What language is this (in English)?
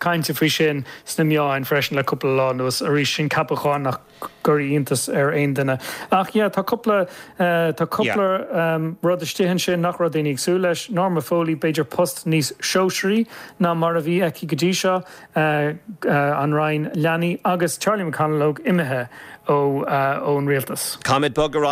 Irish